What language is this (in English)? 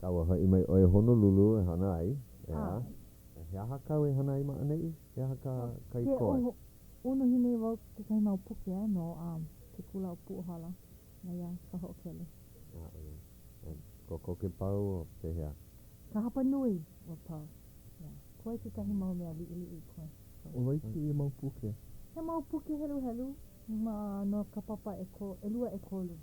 Hawaiian